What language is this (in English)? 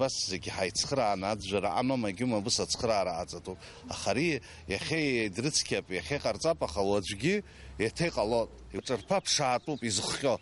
Abkhazian